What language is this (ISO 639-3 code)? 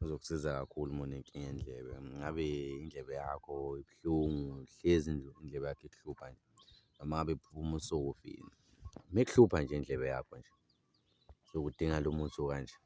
zul